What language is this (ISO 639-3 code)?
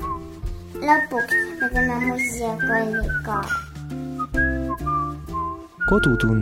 est